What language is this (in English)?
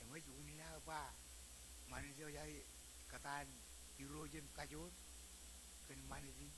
Marshallese